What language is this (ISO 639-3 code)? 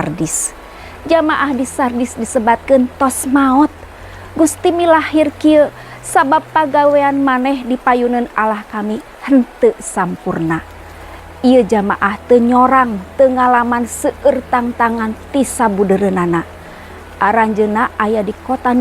sun